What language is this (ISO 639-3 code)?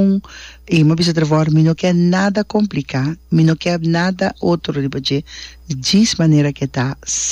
pap